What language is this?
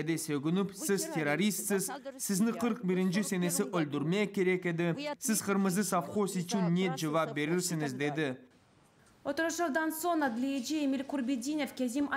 Crimean Tatar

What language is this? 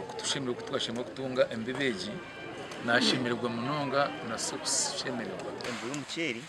Nyankole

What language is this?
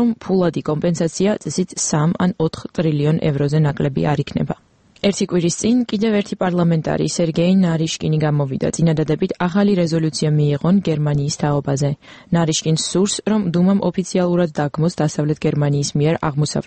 Georgian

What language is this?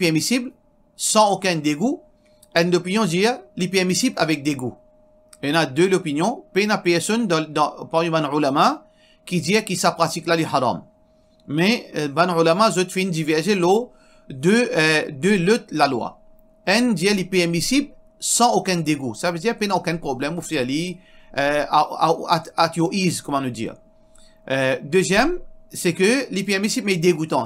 Morisyen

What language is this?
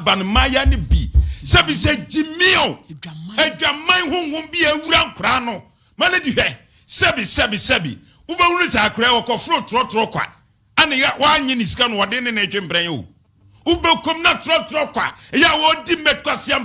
Akan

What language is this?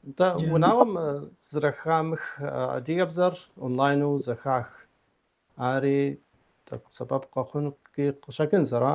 Kabardian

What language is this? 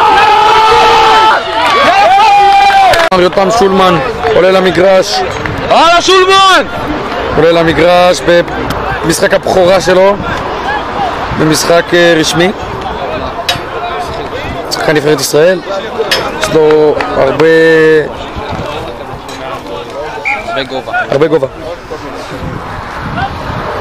Hebrew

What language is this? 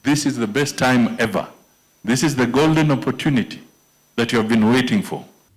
Kamba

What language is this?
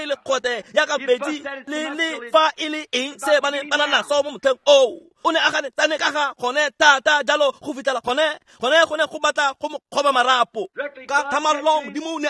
Tswana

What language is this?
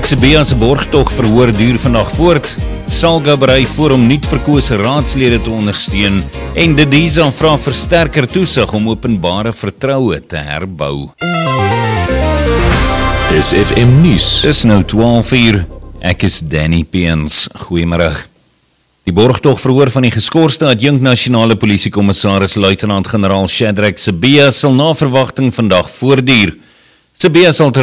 Afrikaans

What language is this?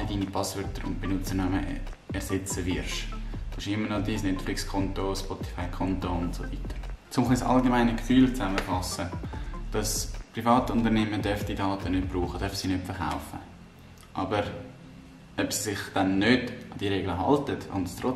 Swiss German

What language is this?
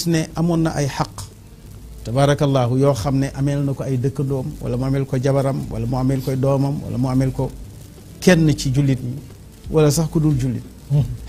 Wolof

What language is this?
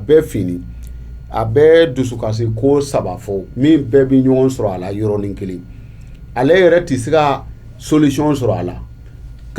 Bambara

